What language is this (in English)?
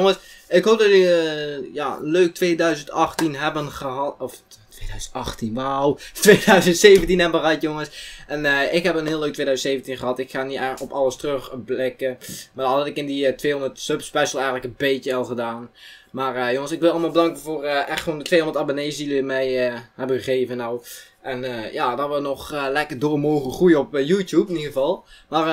Dutch